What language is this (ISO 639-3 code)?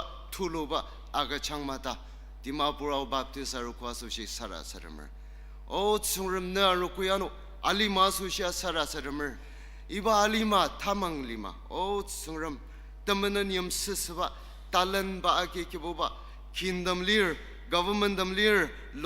njo